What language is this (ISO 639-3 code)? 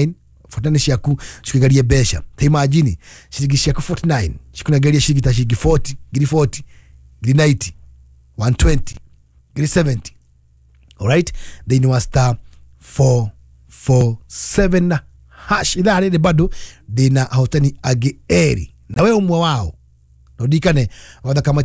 kik